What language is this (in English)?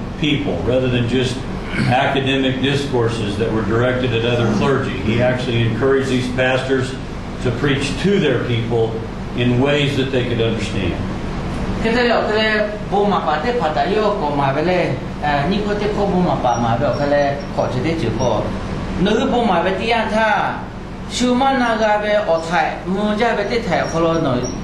Lahu